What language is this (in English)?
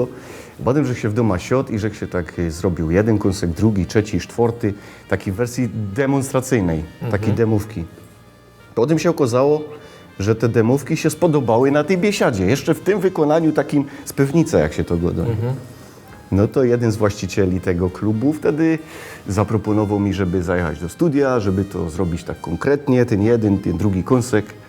Silesian